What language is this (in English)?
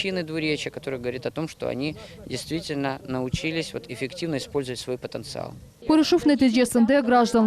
Crimean Tatar